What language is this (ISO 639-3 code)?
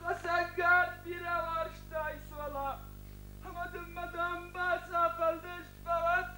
oss